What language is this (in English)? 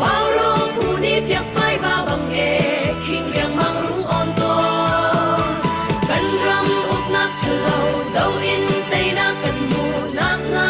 Hakha Chin